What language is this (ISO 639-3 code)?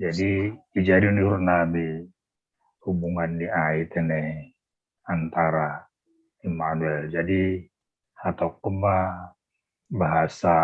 bts